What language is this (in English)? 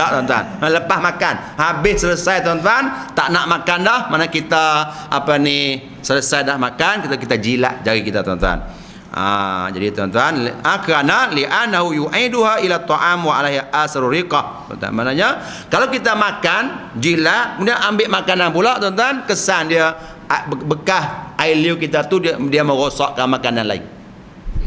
Malay